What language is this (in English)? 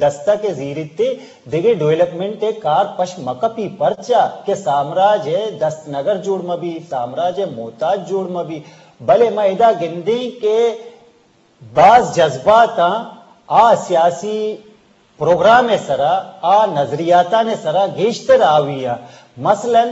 Eastern Balochi